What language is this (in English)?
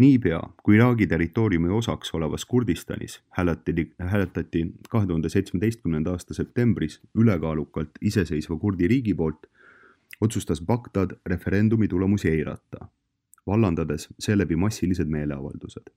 Estonian